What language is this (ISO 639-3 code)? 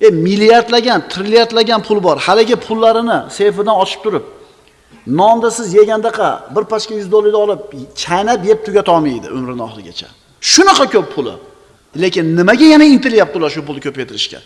uzb